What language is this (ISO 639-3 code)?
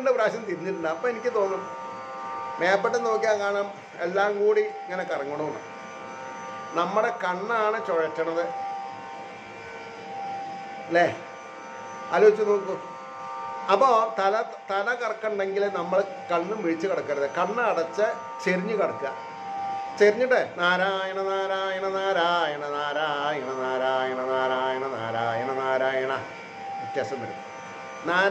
mal